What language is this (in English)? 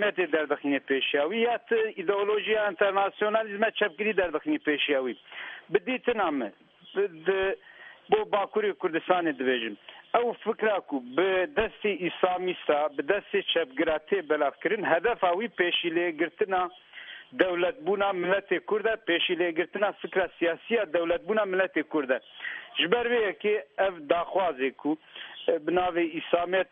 Kurdish